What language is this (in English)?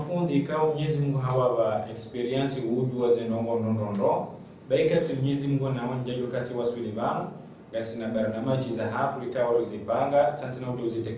Ngazidja Comorian